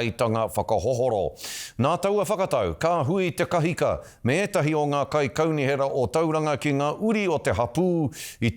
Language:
Māori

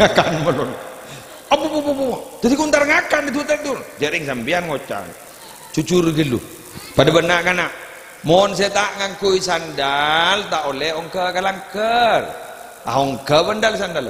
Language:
Madurese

